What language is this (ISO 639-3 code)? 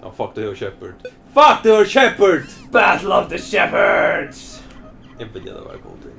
fao